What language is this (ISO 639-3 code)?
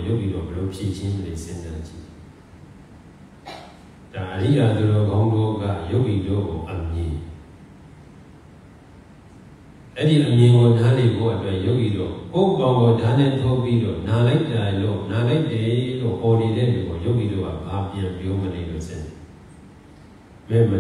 mya